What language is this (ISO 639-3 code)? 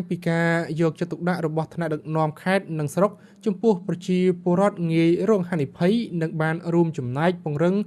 khm